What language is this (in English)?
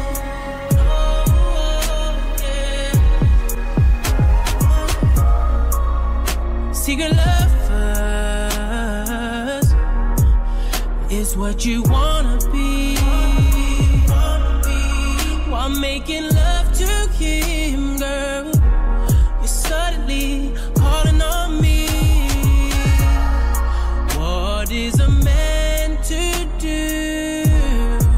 English